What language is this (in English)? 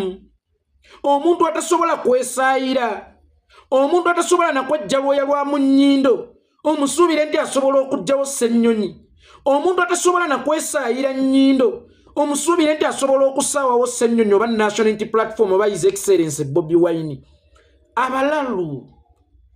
Ganda